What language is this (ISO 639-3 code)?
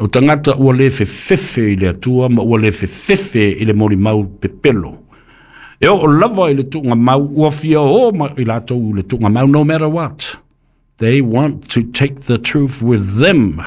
smo